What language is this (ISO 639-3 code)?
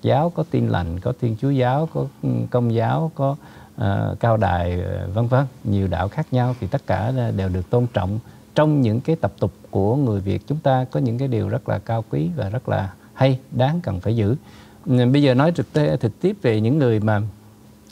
vie